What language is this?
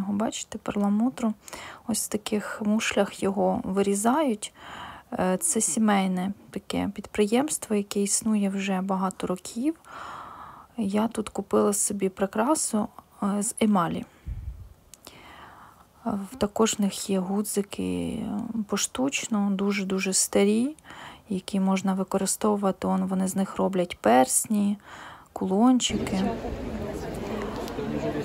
Ukrainian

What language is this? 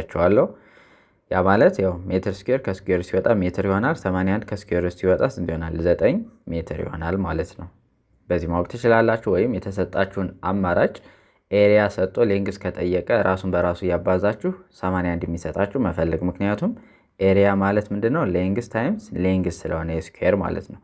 Amharic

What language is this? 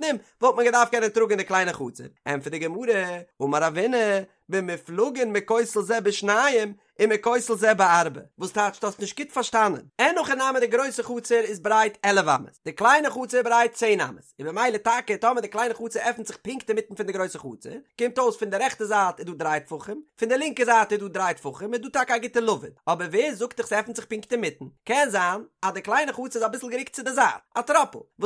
Yiddish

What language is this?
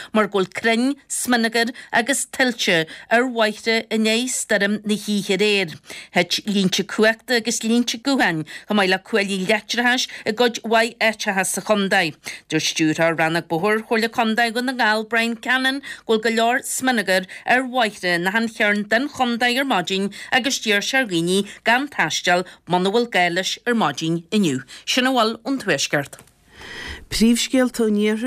Irish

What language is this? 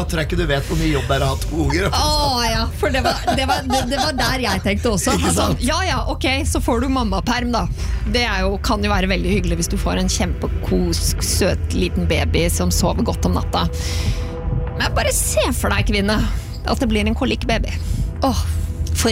Norwegian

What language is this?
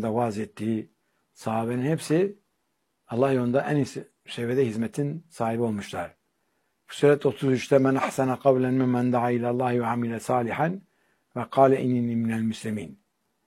Turkish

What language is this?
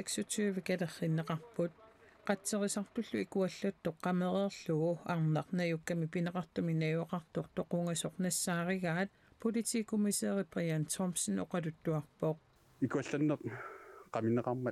Kalaallisut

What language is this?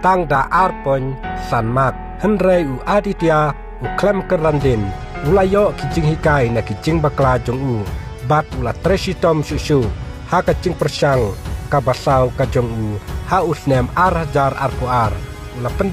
Khasi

